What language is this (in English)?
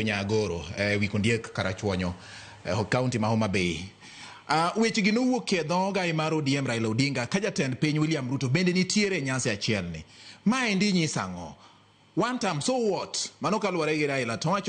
Luo (Kenya and Tanzania)